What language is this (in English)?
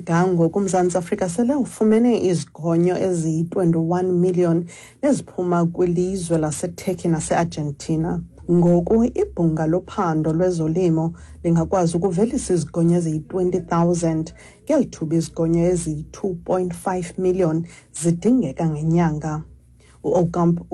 Xhosa